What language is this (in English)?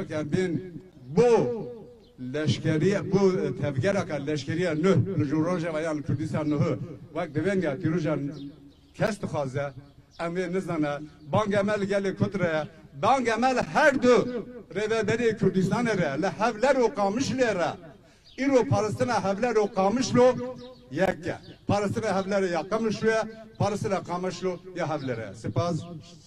Kurdish